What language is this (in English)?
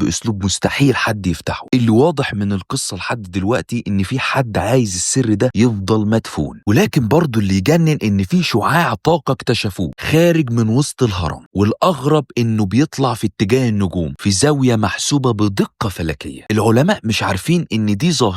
Egyptian Arabic